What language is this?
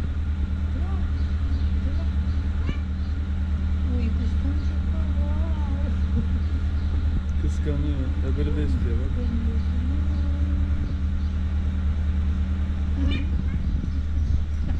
Turkish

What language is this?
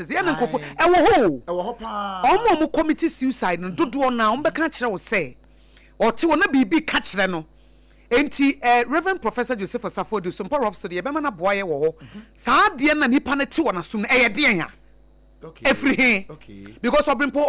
Akan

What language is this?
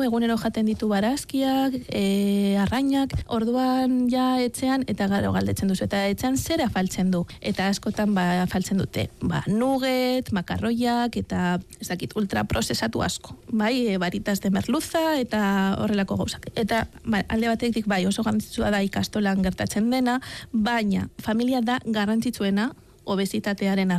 Basque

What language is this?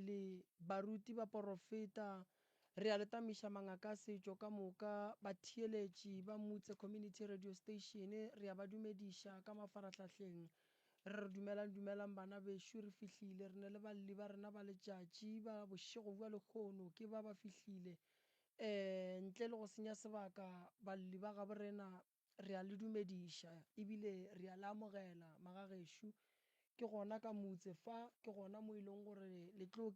Northern Sotho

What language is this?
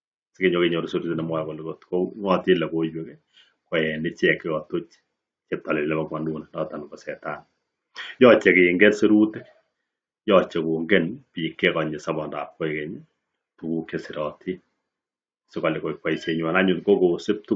Kalenjin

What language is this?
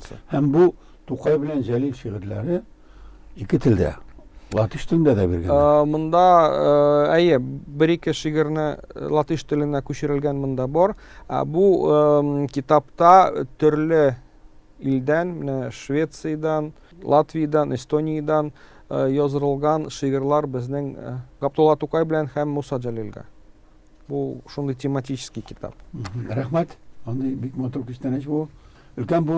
Tatar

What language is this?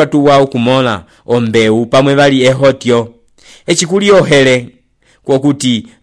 Umbundu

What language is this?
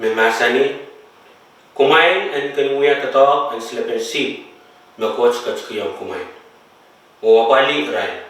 Pohnpeian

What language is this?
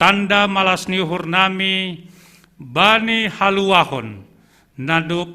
Batak Simalungun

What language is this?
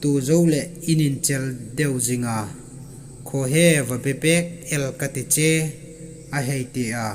Hmar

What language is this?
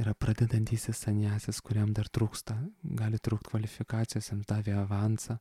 Lithuanian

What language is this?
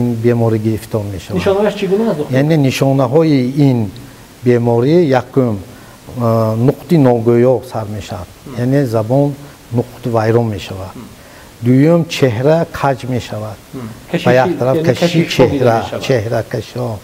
Tajik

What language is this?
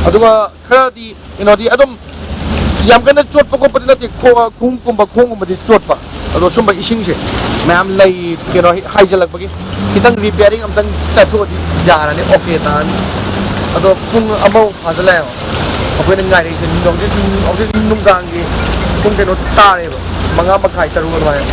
Manipuri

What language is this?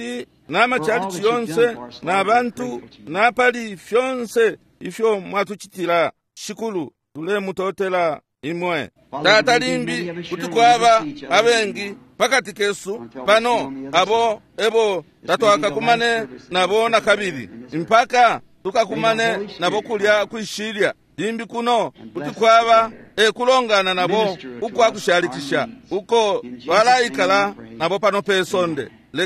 Bemba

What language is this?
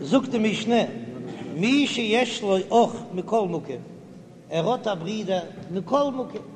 Yiddish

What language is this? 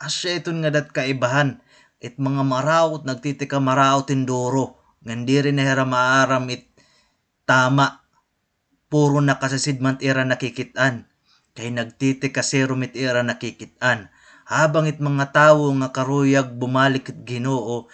Waray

